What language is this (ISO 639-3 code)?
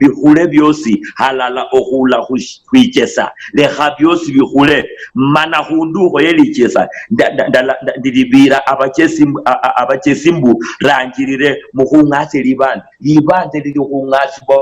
luy